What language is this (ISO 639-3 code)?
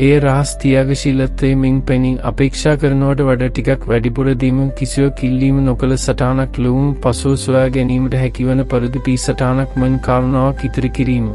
sin